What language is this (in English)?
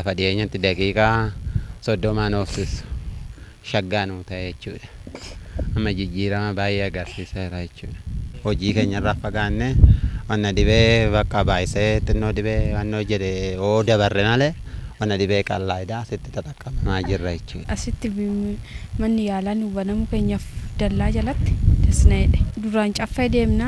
Oromo